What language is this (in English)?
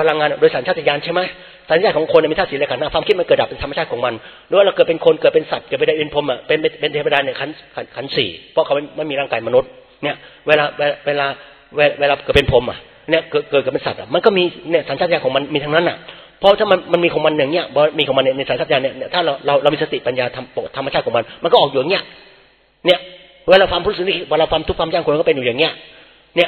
Thai